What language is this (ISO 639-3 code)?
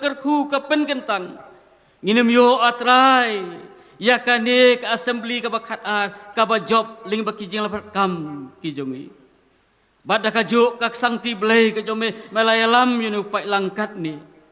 kha